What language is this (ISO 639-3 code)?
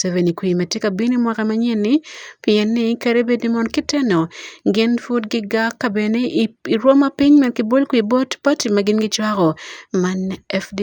ach